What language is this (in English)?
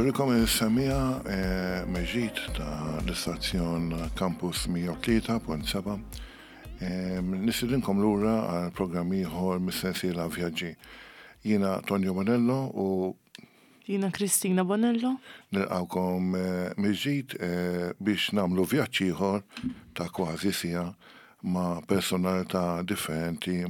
Maltese